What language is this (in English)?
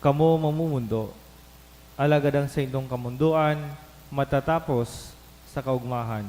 Bikol